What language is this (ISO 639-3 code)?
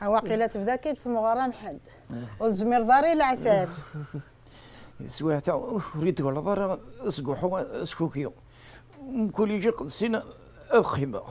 kab